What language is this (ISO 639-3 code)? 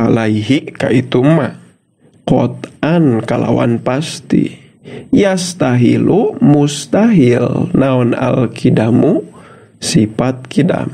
sun